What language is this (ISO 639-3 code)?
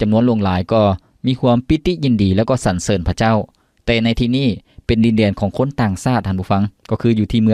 lao